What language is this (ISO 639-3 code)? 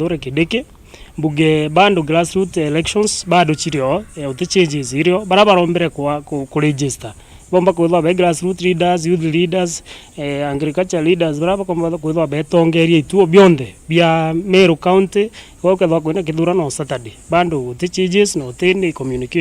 mer